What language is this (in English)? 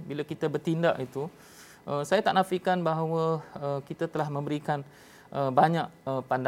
Malay